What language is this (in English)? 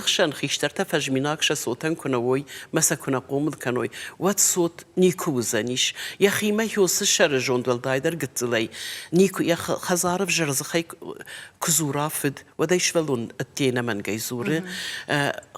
Ossetic